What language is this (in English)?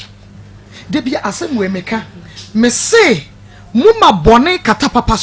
Akan